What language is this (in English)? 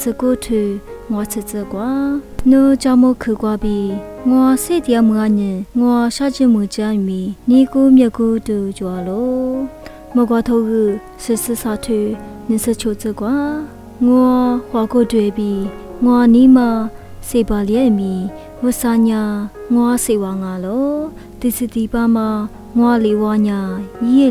Lisu